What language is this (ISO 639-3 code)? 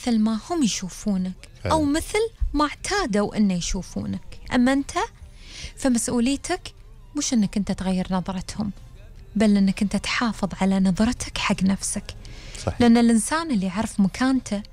afb